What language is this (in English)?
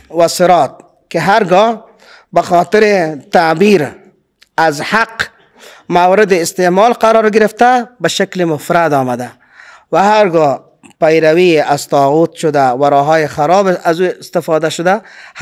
Persian